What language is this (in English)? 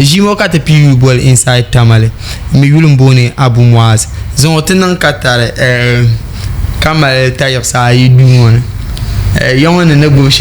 Dagbani